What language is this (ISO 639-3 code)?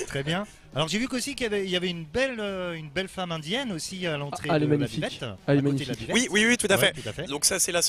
fra